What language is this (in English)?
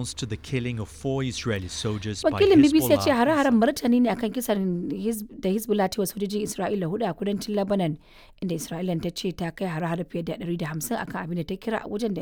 Hausa